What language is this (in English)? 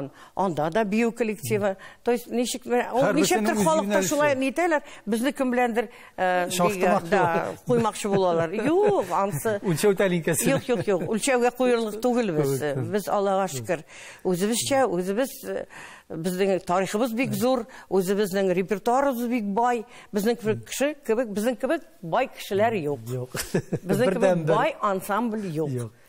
Tatar